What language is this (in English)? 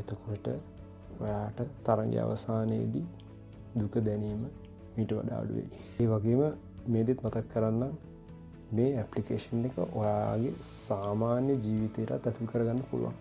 Sinhala